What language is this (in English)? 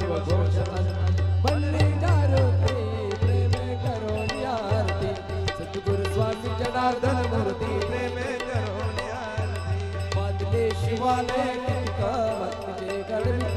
Marathi